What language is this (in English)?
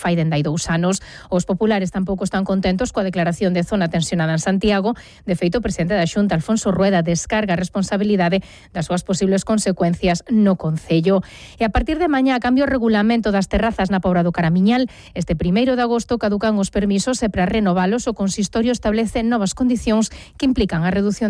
Galician